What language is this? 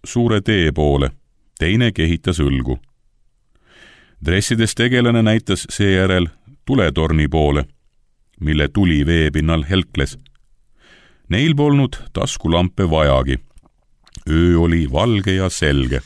Estonian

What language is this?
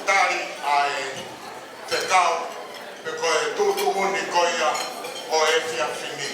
Tongan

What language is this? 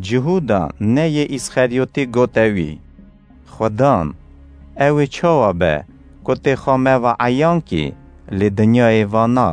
Kurdish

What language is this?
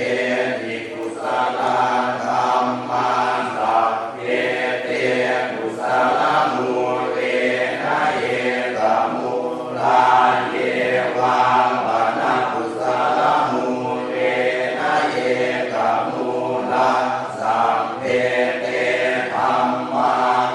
Pali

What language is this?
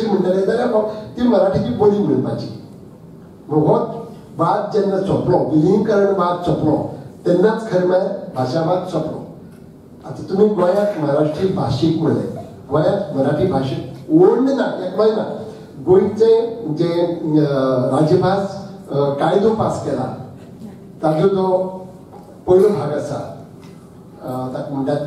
Konkani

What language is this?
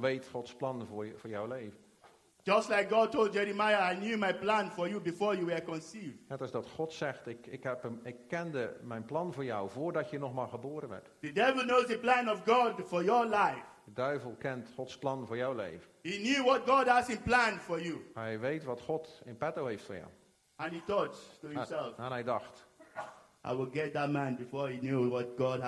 Dutch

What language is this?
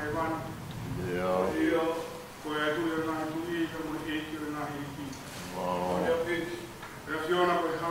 Tongan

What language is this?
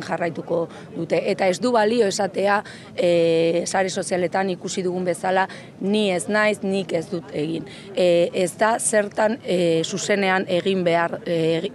Basque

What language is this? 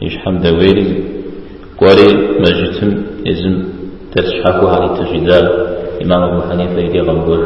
Kabardian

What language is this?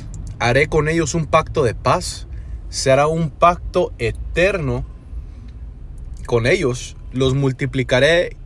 Spanish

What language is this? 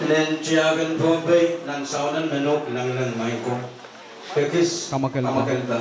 Pohnpeian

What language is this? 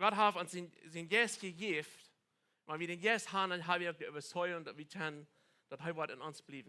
Plautdietsch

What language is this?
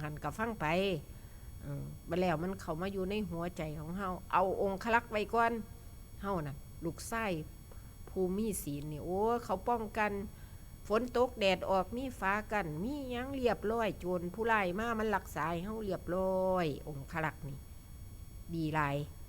Northeastern Thai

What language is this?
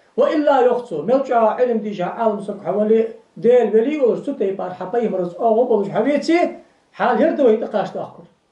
Ingush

